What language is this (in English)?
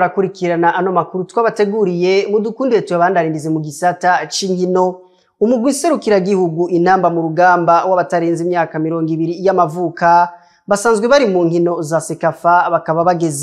Rundi